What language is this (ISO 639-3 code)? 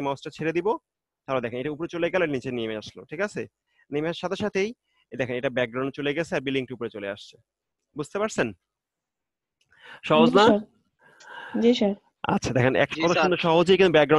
ben